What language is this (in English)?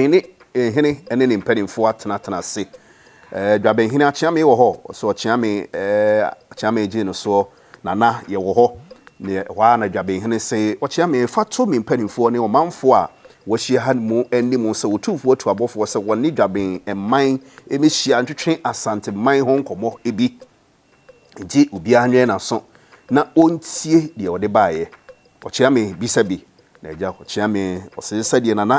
Akan